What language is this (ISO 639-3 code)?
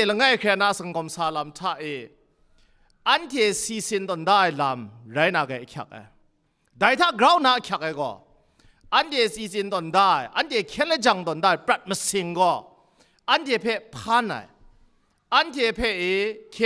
kac